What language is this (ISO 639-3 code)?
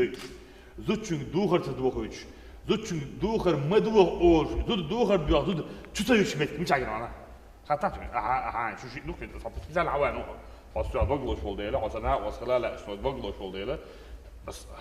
che